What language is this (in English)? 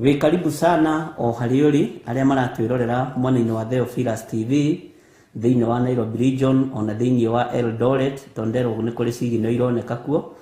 Kikuyu